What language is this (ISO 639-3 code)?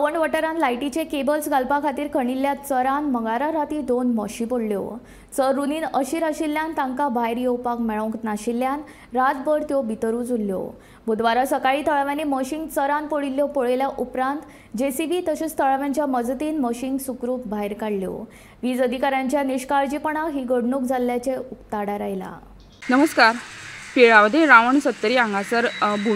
kok